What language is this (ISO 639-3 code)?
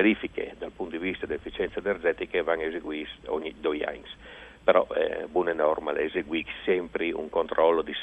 fur